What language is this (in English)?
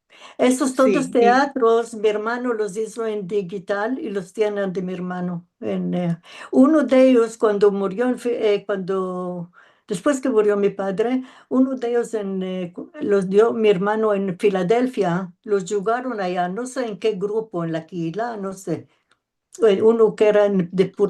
Ladino